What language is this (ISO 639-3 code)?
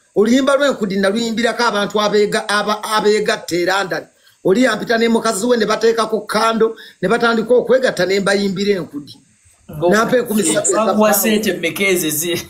lug